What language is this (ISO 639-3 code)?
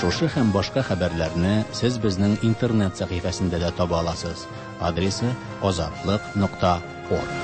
tat